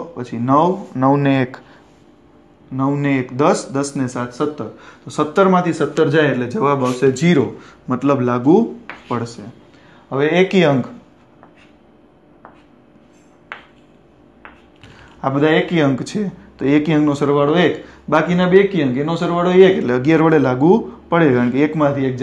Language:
Gujarati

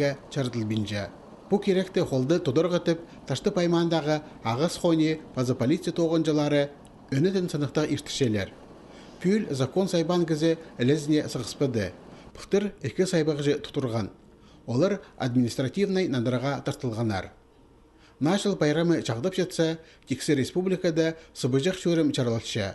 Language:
Khakas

